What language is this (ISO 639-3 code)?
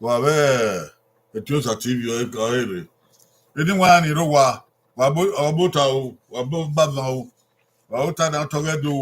bin